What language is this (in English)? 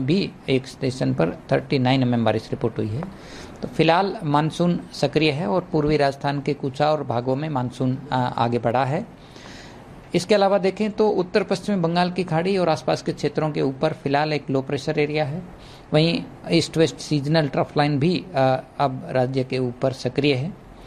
Hindi